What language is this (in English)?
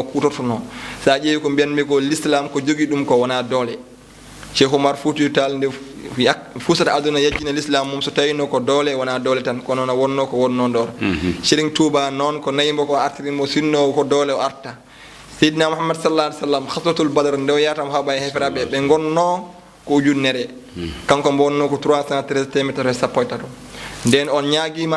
Fula